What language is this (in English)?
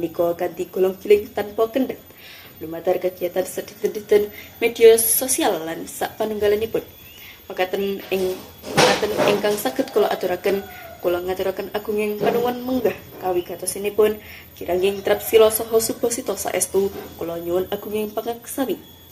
Javanese